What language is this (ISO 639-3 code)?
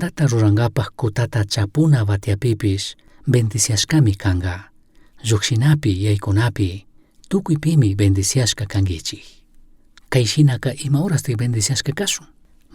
qug